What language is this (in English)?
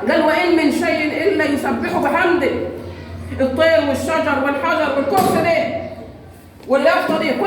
Egyptian Arabic